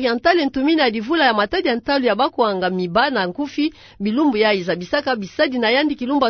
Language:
Kituba (Democratic Republic of Congo)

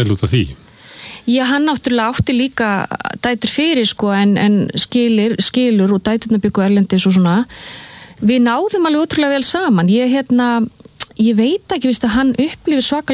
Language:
Icelandic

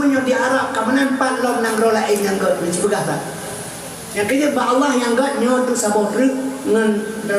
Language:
Achinese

